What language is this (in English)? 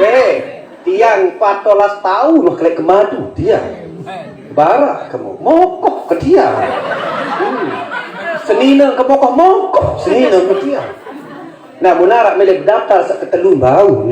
Sasak